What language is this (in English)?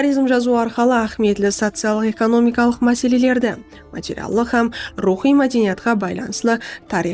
Kara-Kalpak